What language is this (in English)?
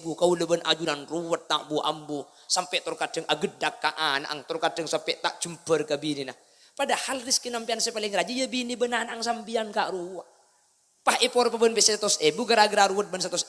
Madurese